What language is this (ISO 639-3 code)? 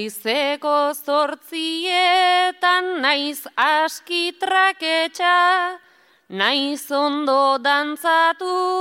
eus